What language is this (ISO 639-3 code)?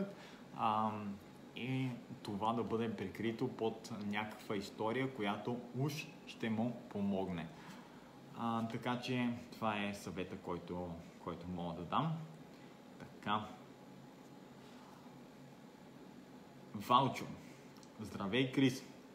bul